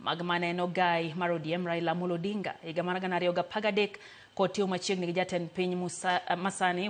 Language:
Luo (Kenya and Tanzania)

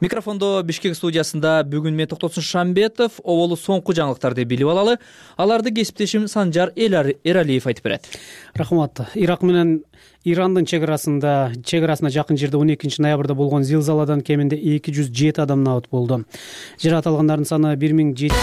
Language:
Kyrgyz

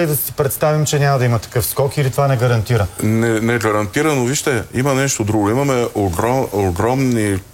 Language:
Bulgarian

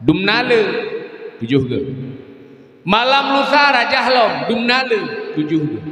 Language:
Achinese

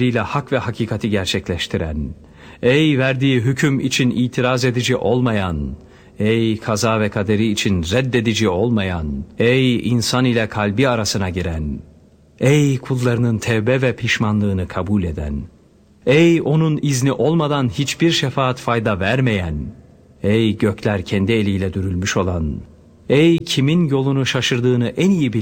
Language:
Turkish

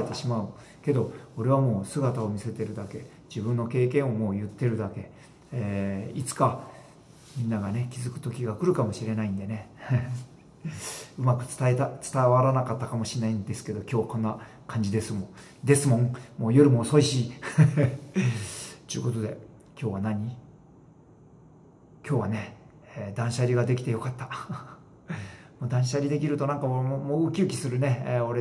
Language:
Japanese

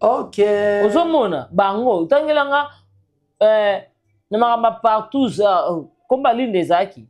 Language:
Lingala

